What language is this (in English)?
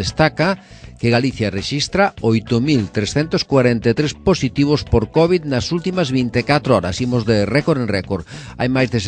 Galician